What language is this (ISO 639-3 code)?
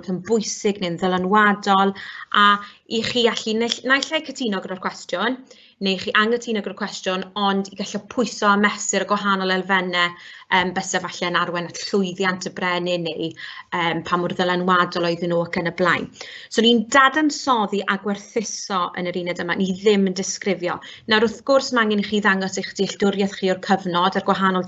cym